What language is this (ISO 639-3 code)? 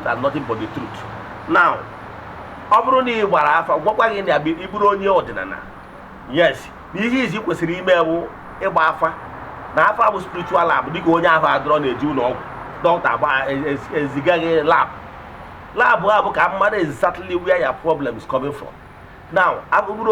ibo